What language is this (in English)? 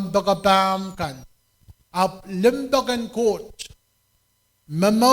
Pohnpeian